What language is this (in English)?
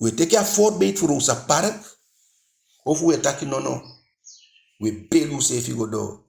Eastern Maroon Creole